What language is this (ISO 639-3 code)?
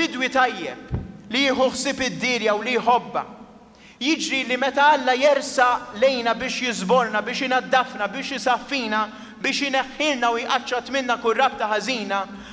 mlt